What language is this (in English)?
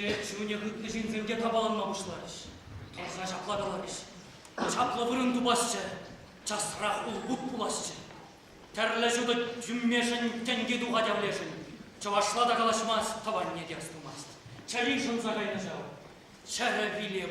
Chuvash